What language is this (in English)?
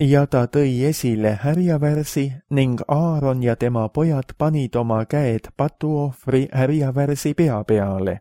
Estonian